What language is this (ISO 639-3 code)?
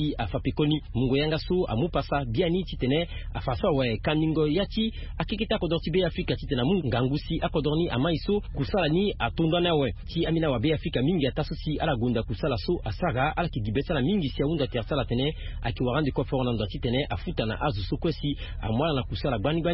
sag